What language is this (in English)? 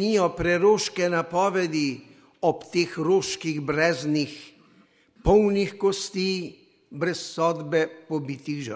Slovenian